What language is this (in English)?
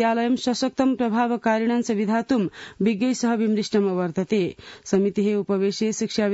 Sanskrit